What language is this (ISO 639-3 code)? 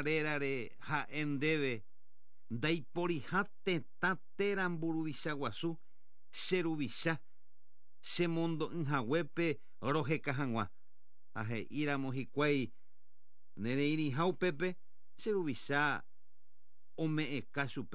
grn